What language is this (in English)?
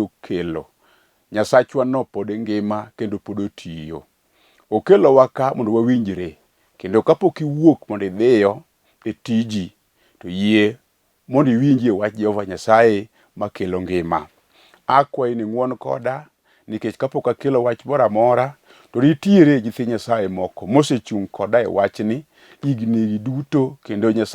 Luo (Kenya and Tanzania)